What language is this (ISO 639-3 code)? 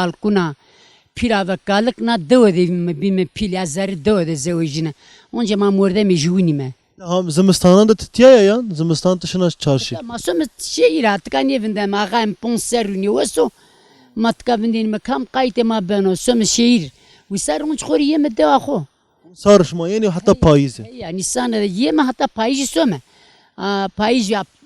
zza